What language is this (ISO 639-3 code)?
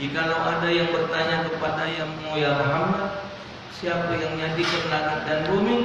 mui